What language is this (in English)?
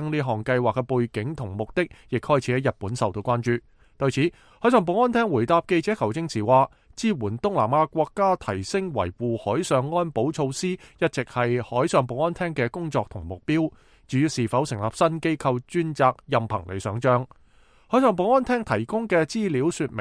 Cantonese